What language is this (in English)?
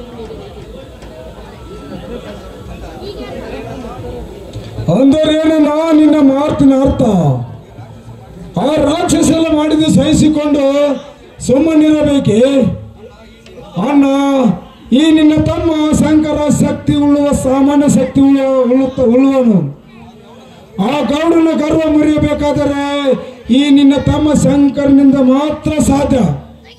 Kannada